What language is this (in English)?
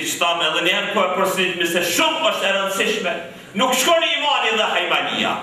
Albanian